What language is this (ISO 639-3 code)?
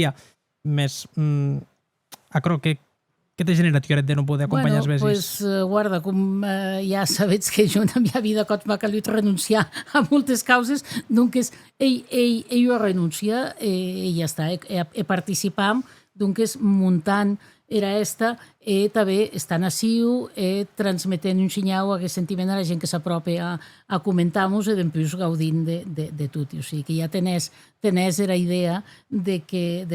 oci